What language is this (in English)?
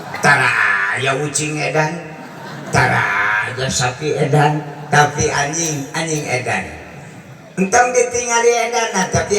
Sundanese